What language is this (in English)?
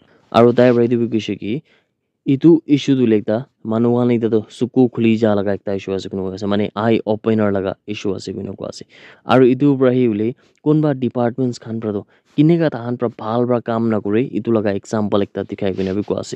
Naga Pidgin